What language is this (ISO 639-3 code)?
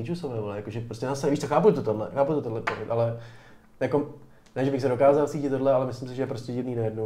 ces